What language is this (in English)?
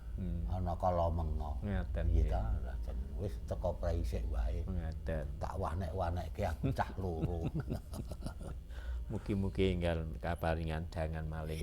Javanese